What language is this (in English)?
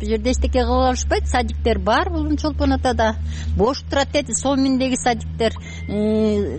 Kyrgyz